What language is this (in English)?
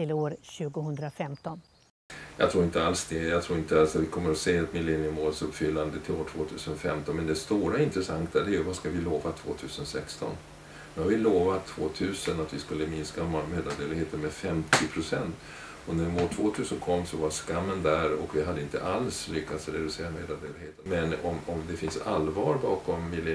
Swedish